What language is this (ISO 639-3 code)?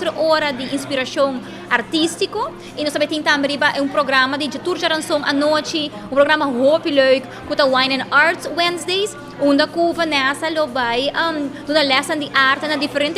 pap